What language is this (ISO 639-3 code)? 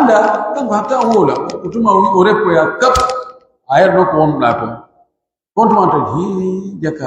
fuf